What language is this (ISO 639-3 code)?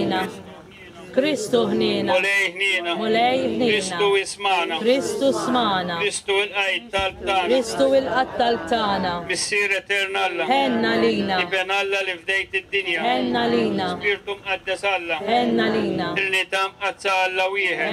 mlt